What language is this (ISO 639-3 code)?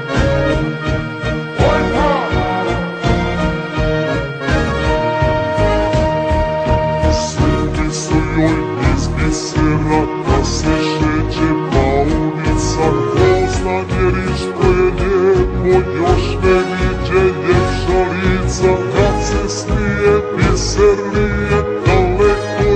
srp